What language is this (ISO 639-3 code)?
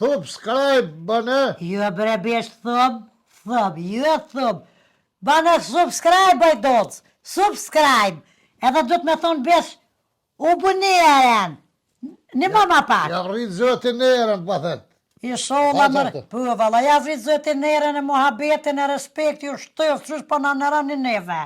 sqi